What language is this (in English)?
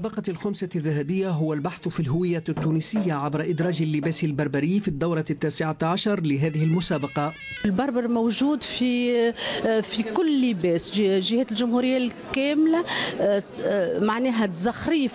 Tunisian Arabic